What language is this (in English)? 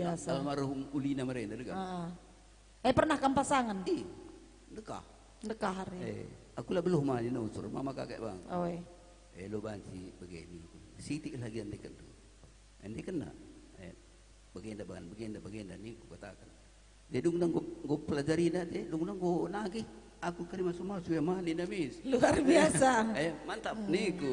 Batak Karo